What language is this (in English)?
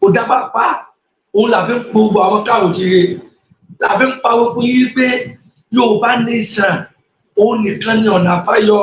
Yoruba